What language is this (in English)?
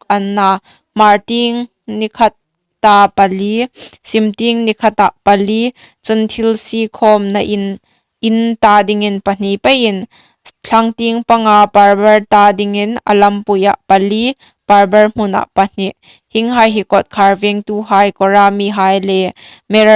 Hmar